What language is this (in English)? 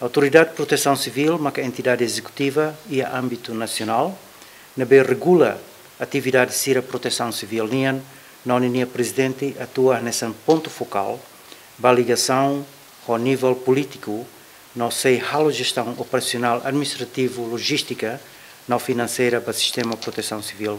Tetum